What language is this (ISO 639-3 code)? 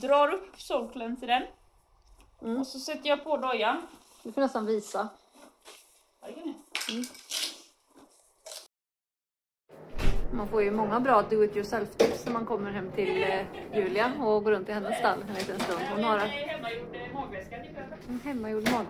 swe